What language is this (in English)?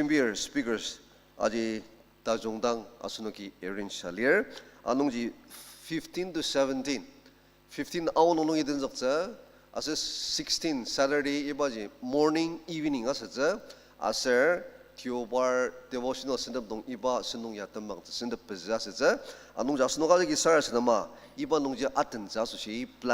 Ao Naga